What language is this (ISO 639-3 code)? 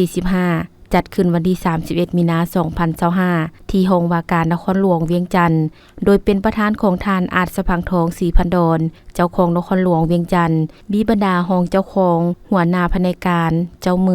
lao